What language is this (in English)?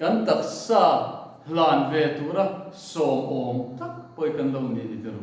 Mizo